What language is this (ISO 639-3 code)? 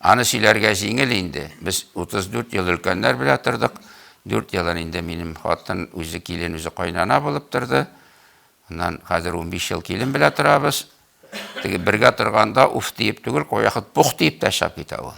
tat